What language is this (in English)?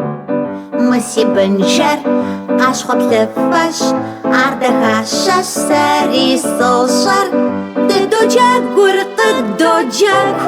Kabardian